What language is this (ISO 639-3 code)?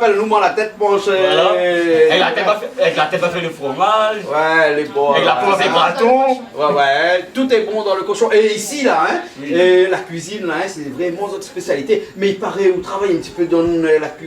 rcf